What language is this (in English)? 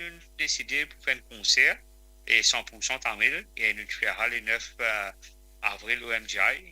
Morisyen